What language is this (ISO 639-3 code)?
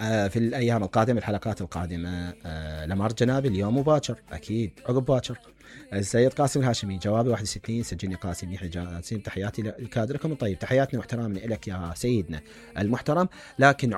acm